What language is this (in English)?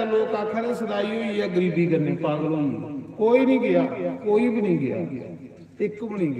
Dogri